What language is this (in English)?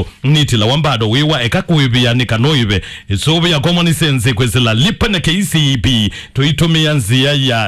Kamba